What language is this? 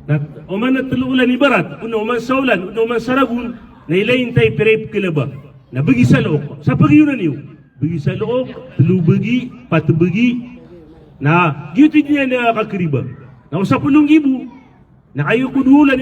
Maranao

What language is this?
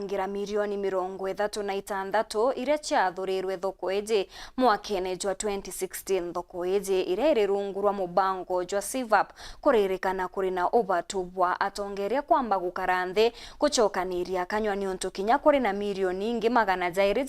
Meru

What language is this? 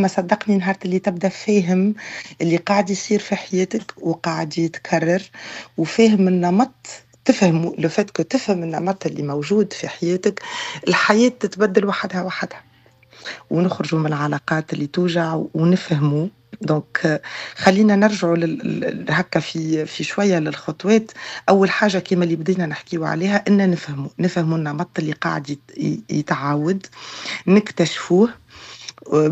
Tunisian Arabic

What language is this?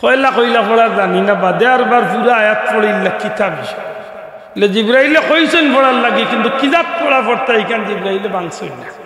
Sylheti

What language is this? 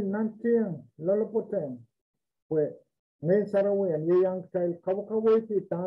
Pohnpeian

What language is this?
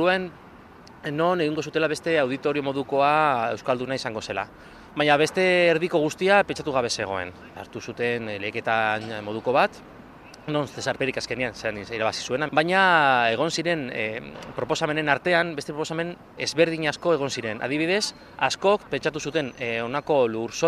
Basque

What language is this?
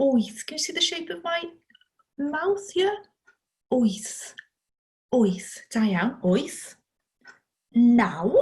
Welsh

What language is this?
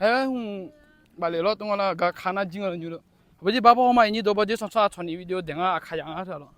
Akha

